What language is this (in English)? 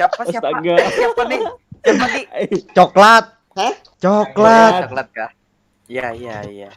Banjar